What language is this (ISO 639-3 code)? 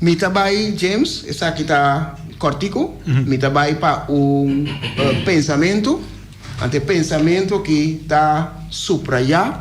pap